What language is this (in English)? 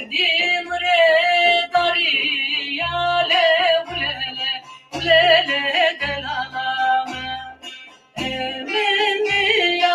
Zaza